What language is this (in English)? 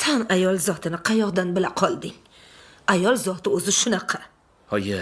Uzbek